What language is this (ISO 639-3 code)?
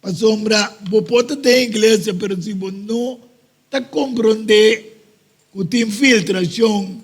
pap